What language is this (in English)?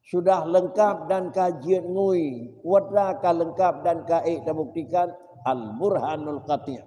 Achinese